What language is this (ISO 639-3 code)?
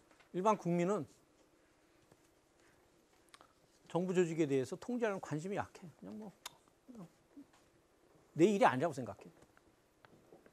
kor